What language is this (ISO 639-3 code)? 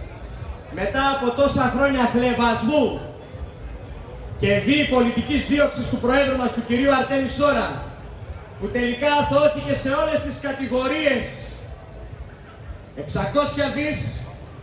ell